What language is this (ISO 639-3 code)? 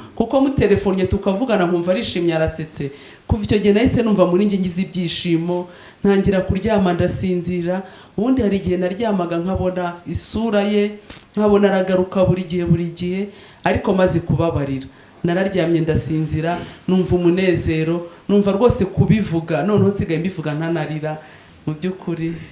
kin